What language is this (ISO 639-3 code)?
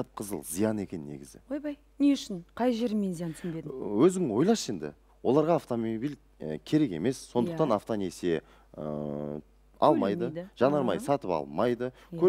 kaz